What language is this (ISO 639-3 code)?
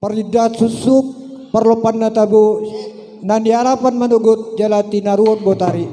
bbc